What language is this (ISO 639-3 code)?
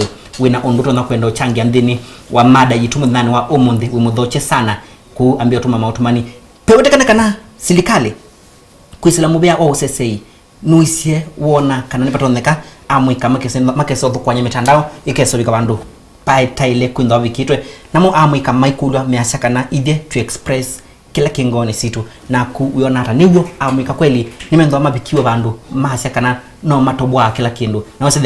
kam